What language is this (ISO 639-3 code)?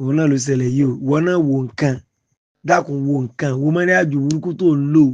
yor